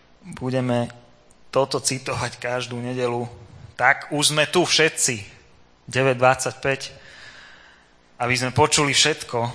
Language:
Slovak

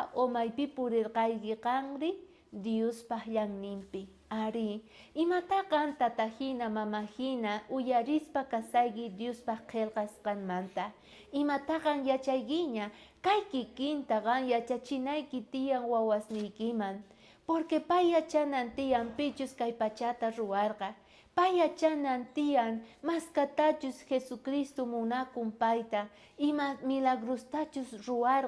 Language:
South Bolivian Quechua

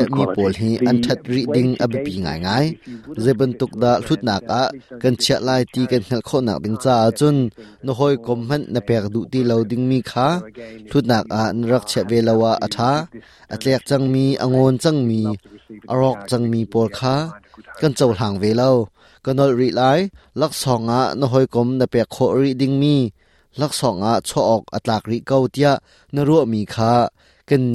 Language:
Hakha Chin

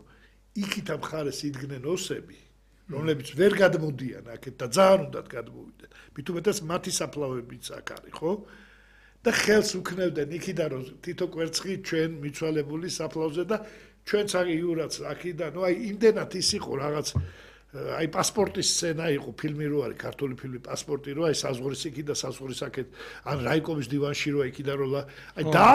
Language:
Georgian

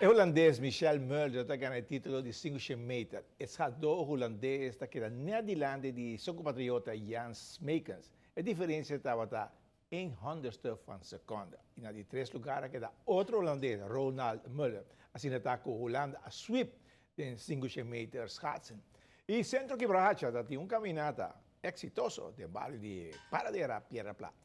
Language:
Papiamento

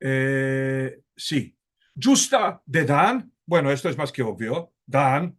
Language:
Ladino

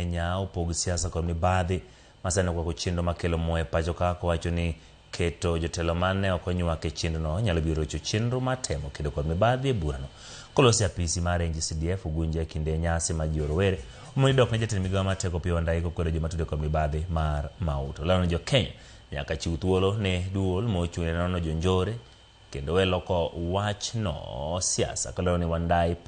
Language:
Luo (Kenya and Tanzania)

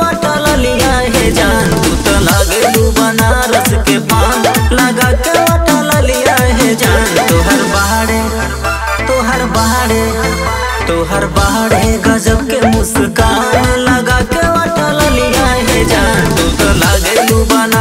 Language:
Bhojpuri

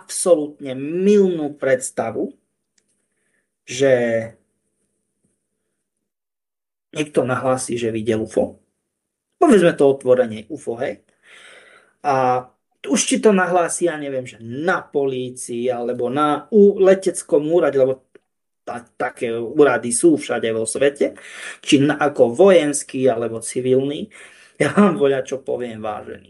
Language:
Slovak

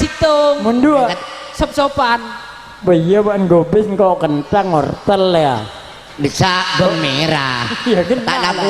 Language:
Madurese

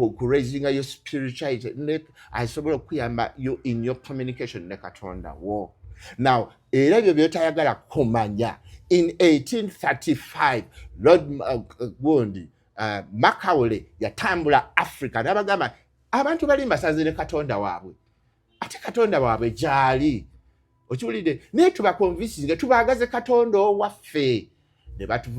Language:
Ganda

